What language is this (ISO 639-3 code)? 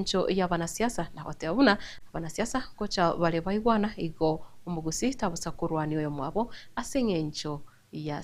guz